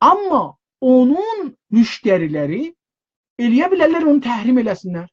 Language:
South Azerbaijani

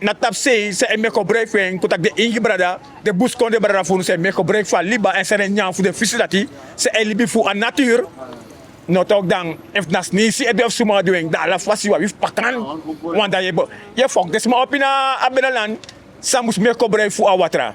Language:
Sranan Tongo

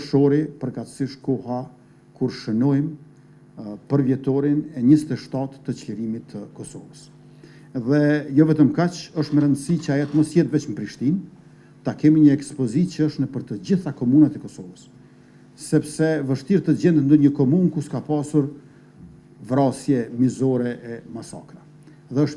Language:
Albanian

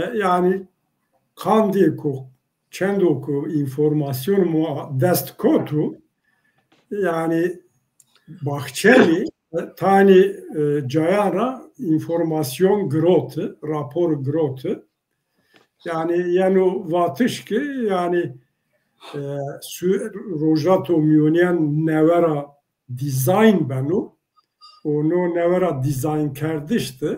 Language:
Zaza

